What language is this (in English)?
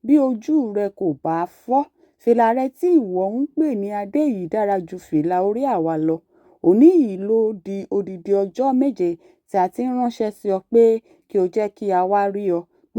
Yoruba